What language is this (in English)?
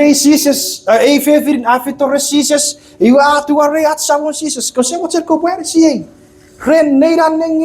Chuukese